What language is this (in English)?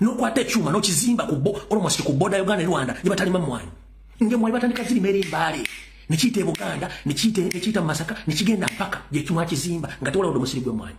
Ganda